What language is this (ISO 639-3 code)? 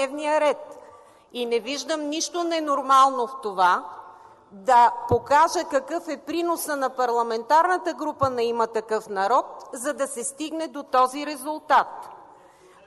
bul